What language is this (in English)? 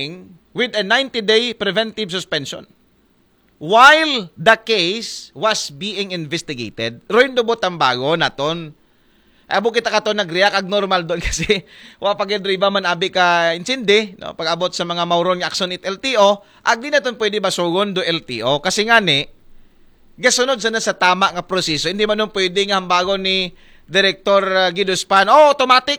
Aklanon